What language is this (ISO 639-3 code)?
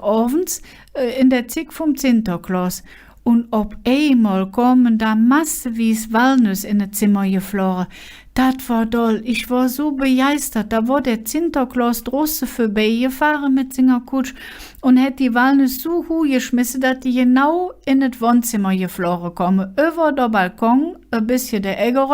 ksh